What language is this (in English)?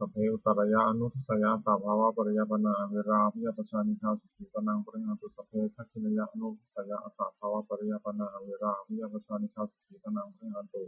Pali